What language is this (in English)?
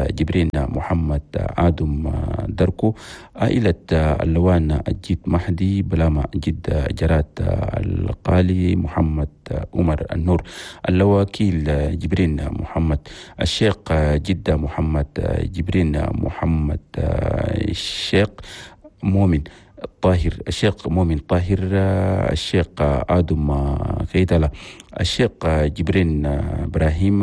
Chadian Arabic